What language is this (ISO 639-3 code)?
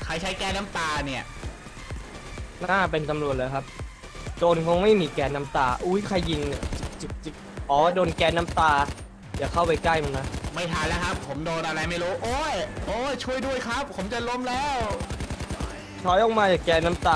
tha